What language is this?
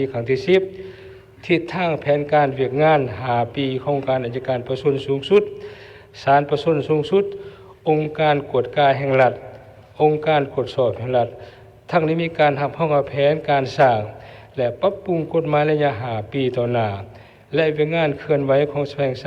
Lao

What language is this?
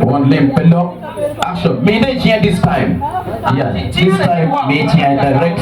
Acoli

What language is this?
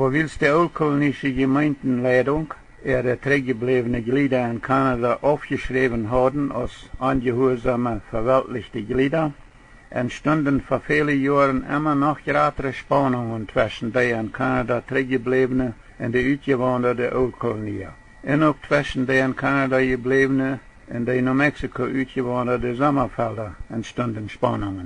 Plautdietsch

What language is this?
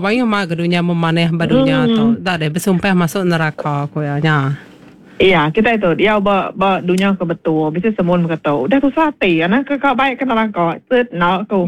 Iban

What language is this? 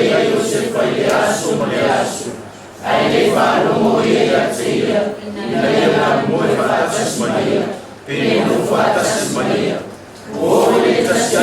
Samoan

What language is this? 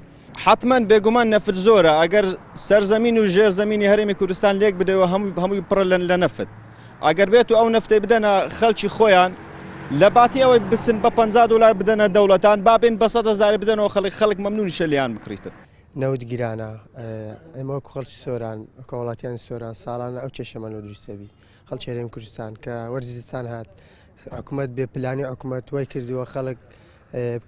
Central Kurdish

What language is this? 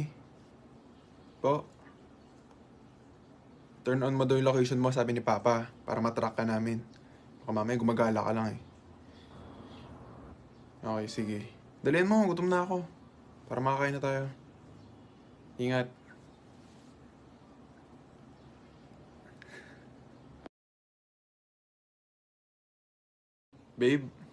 Filipino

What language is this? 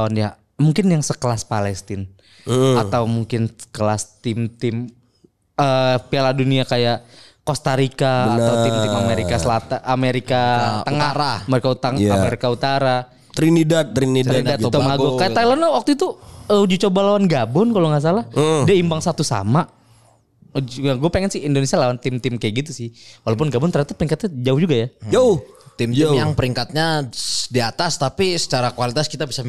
Indonesian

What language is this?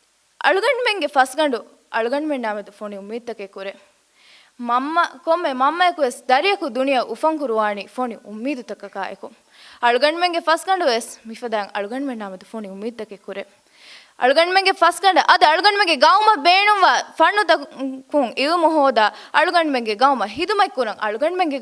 Divehi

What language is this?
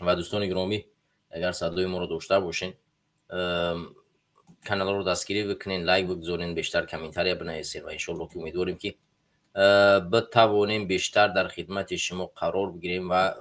Tajik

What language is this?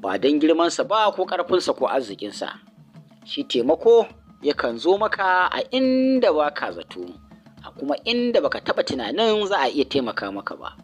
Hausa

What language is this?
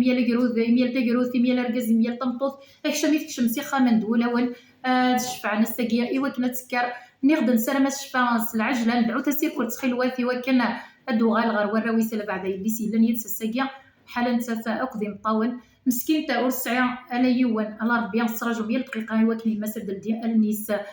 Kabyle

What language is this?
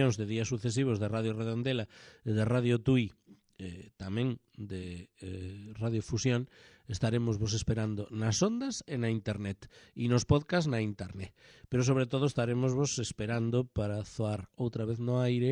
Galician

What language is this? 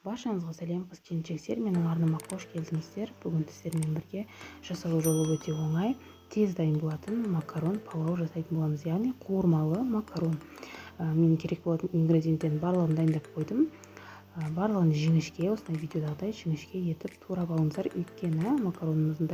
Kazakh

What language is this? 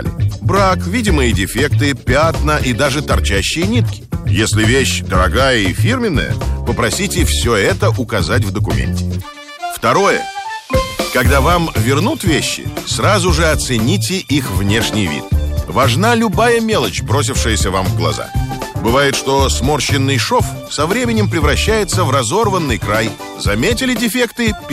Russian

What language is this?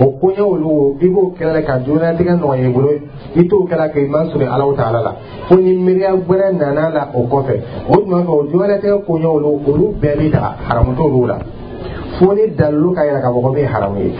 Dyula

